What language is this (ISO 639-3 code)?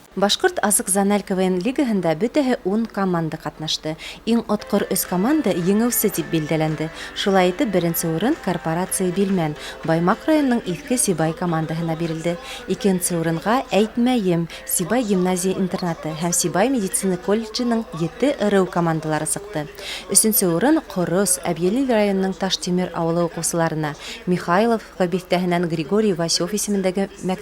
bak